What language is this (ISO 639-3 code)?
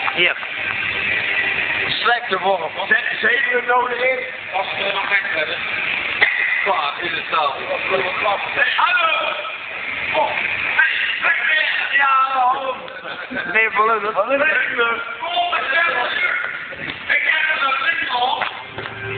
nld